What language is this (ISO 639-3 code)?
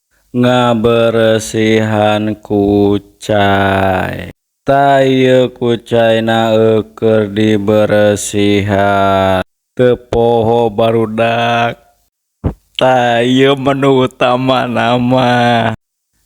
sun